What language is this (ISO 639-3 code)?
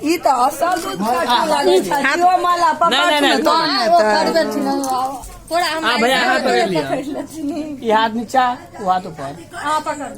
mai